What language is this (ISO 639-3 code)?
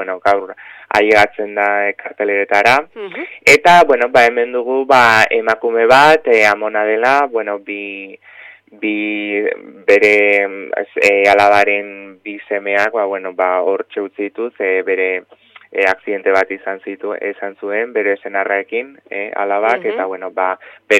eus